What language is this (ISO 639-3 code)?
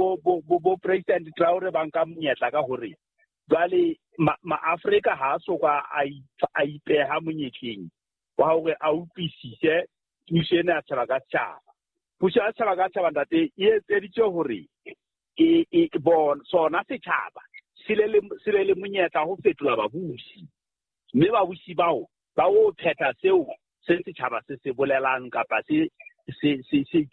sot